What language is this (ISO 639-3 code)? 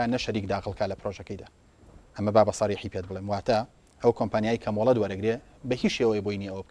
ckb